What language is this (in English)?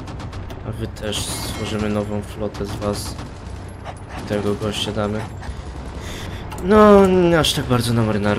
Polish